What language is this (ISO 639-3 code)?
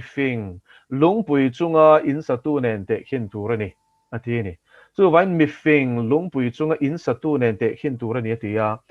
lus